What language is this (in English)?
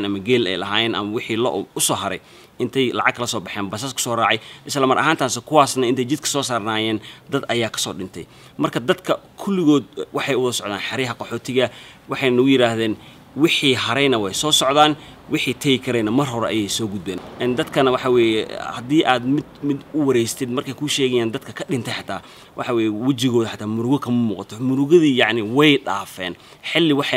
Somali